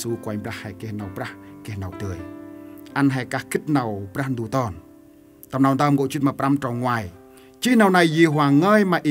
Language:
Central Mnong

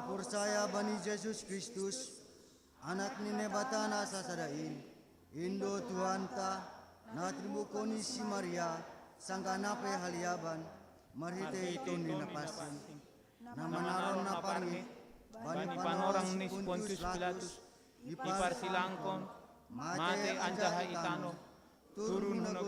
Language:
Batak Simalungun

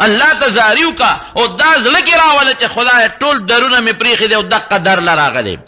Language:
Pashto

